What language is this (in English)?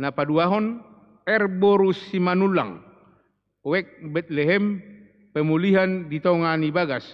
Batak Toba